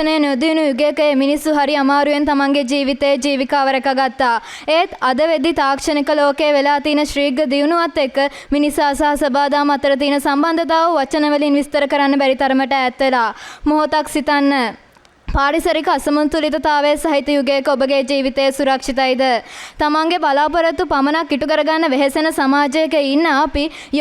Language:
Sinhala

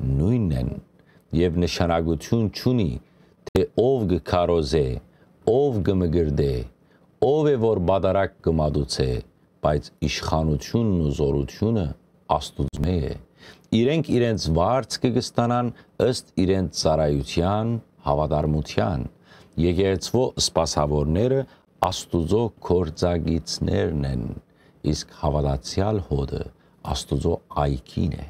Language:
Western Armenian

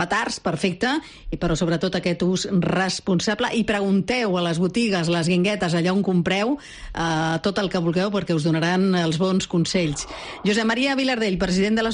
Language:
Catalan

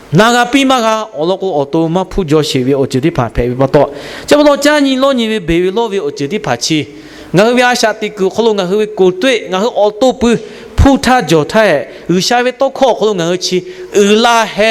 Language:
Lahu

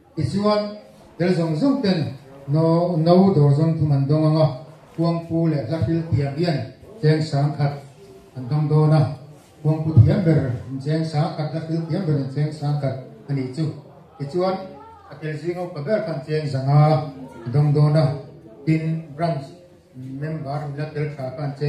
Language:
Mizo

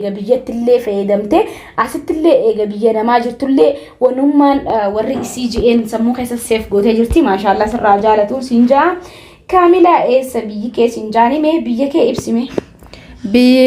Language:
Oromo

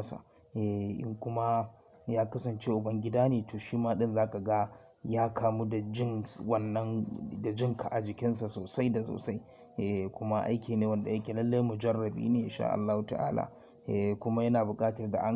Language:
Hausa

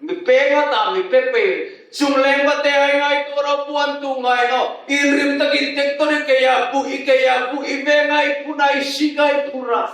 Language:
Hmar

